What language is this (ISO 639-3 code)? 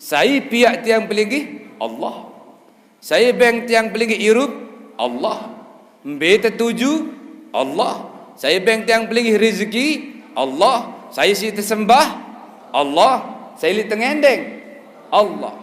sas